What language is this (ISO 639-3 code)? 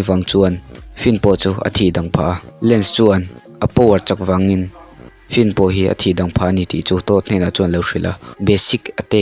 lus